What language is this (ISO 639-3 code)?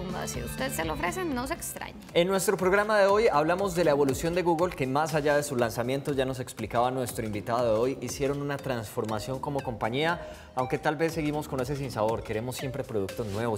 spa